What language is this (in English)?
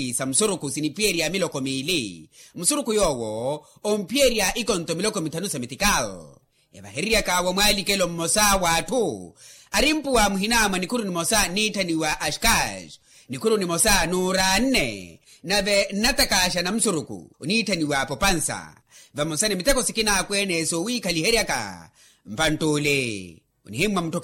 Makhuwa